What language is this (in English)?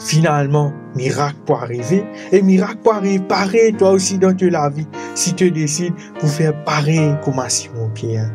Morisyen